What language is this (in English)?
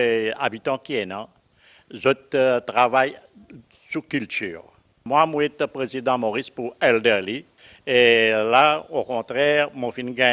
Morisyen